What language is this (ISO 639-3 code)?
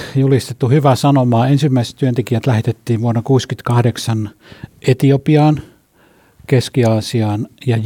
fin